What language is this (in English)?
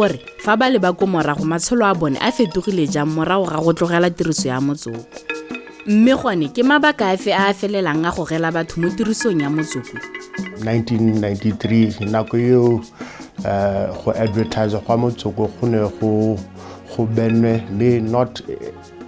Tswana